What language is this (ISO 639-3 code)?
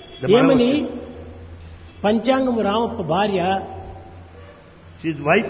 tel